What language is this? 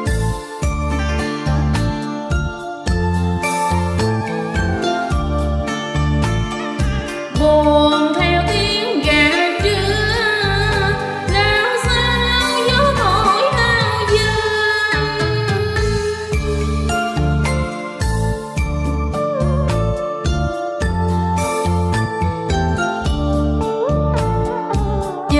Vietnamese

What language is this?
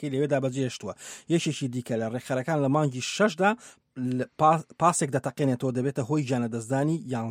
Central Kurdish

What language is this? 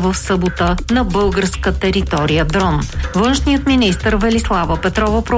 Bulgarian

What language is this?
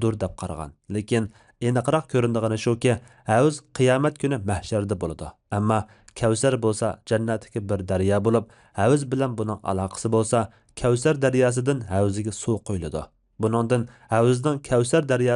Uyghur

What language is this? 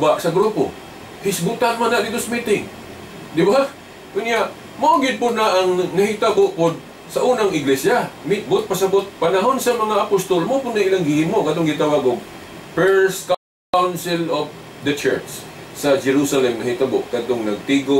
Cebuano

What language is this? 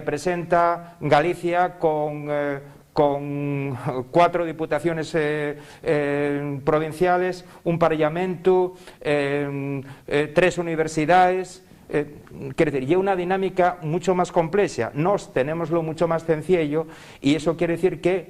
Asturian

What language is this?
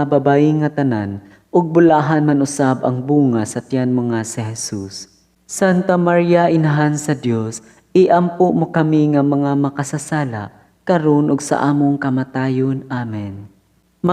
Cebuano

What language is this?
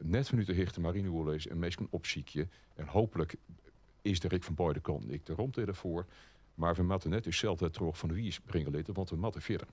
Western Frisian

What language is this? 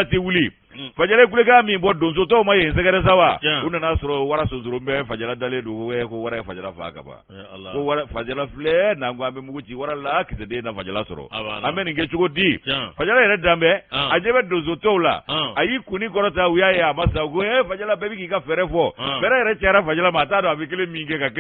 Bambara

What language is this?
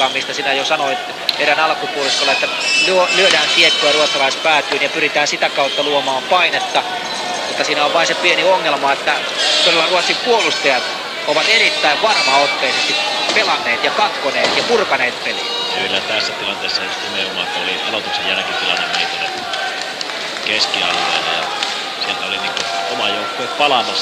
Finnish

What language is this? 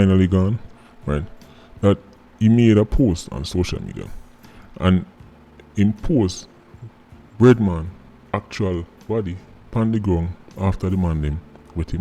Jamaican Creole English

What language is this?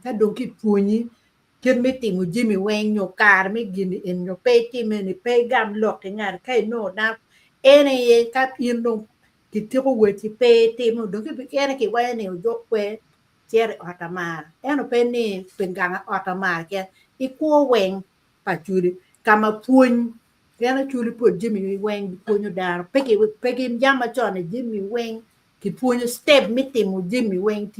Acoli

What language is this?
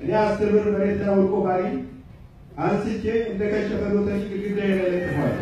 Amharic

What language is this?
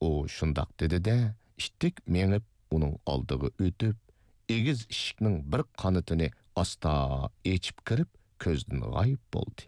Uyghur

